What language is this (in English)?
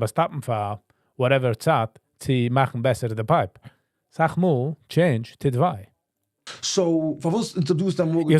Yiddish